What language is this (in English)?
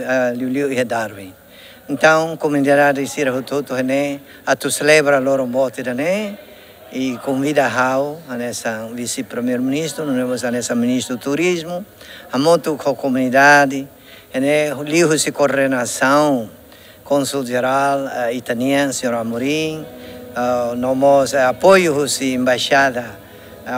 Tetum